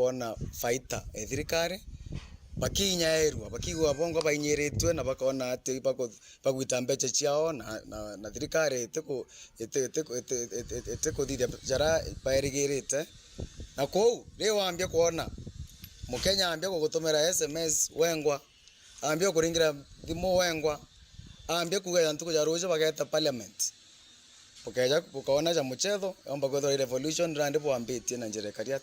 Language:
Meru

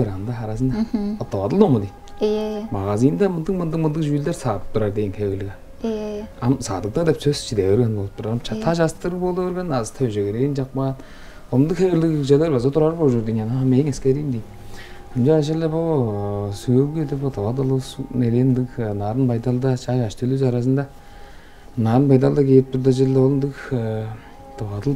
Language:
Tuvinian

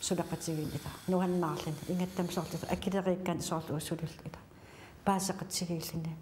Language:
Kalaallisut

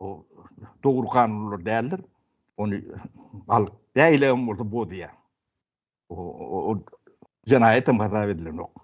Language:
Turkmen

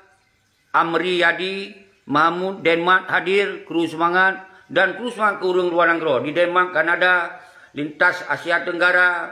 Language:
Achinese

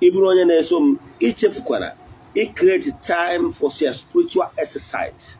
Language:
Igbo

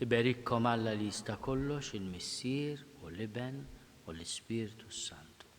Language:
Maltese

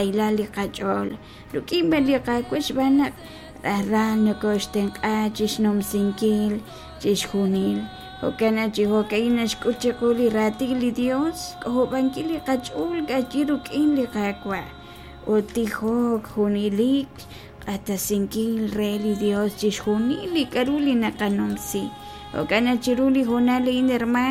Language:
Kekchí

